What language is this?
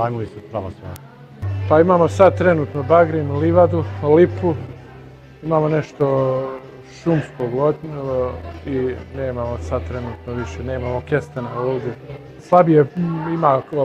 Bosnian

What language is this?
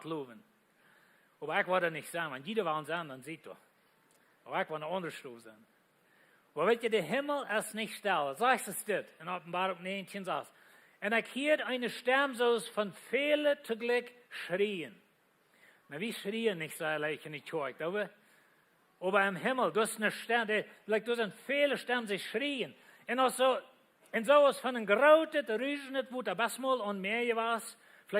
Plautdietsch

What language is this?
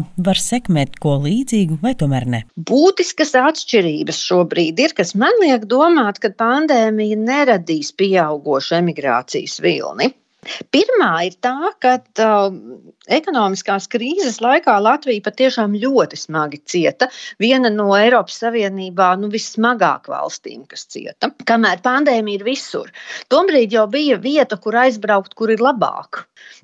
Latvian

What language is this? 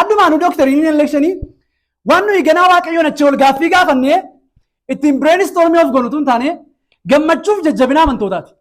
Oromo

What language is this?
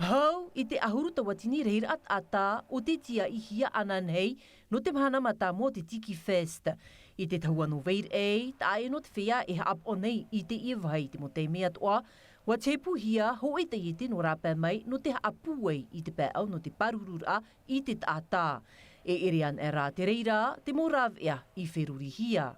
Tahitian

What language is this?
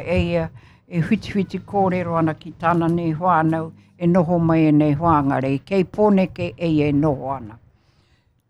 Māori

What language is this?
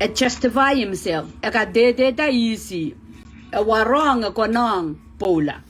Pohnpeian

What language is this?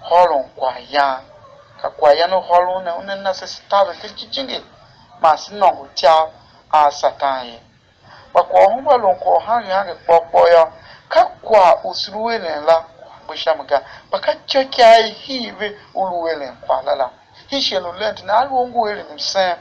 Tiv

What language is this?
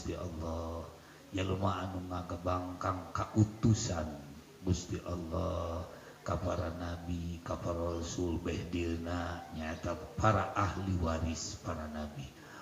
Sundanese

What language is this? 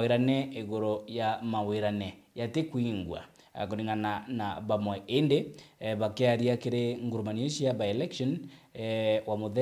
Meru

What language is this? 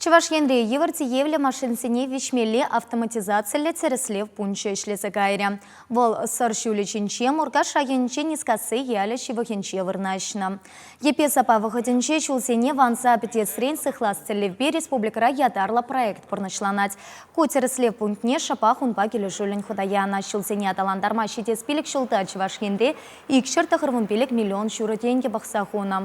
Chuvash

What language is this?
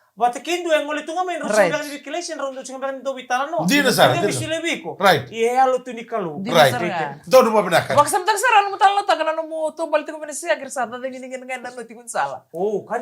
Fijian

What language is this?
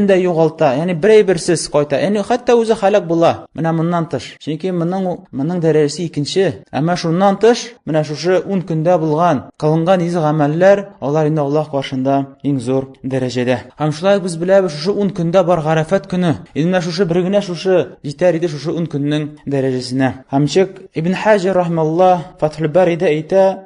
Tatar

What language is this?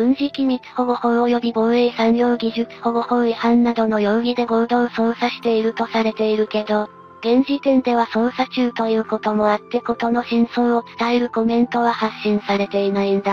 Japanese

